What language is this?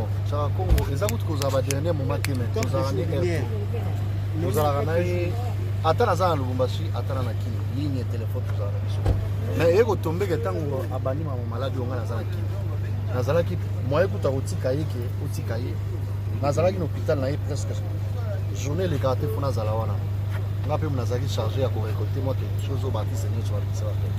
Lingala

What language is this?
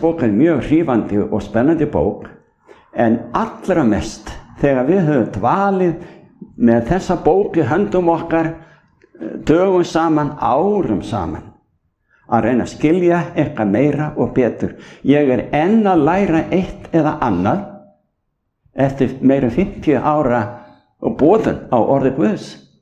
Icelandic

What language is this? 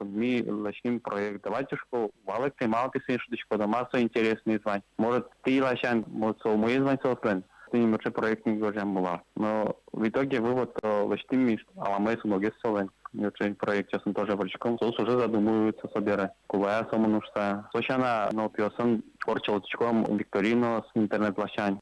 Udmurt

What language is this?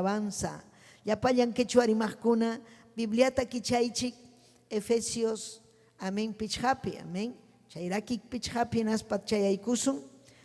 Ayacucho Quechua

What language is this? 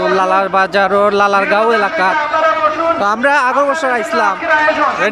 Sylheti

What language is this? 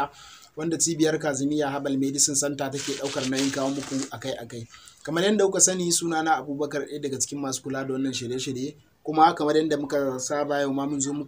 Hausa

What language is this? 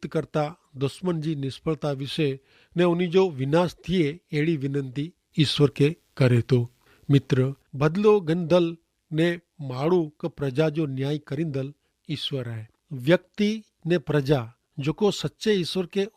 Kachhi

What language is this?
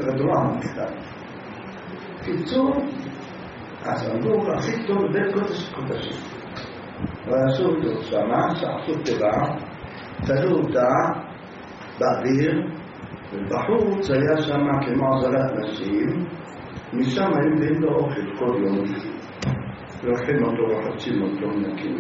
Hebrew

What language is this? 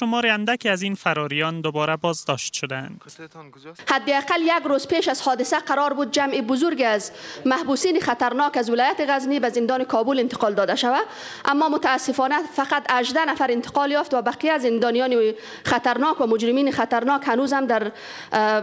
Persian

